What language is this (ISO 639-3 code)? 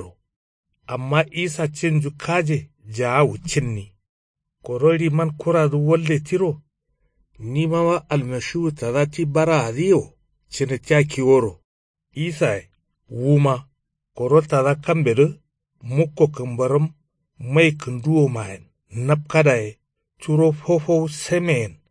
kau